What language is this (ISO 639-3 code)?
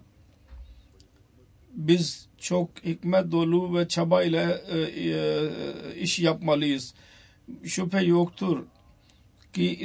tur